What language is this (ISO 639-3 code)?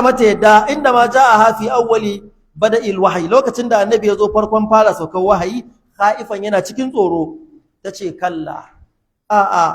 hau